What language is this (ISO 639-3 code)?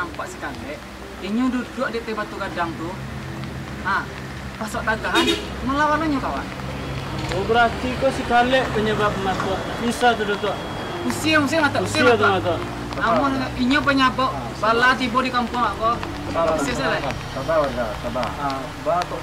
min